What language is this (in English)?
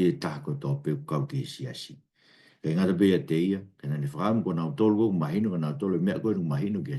Tongan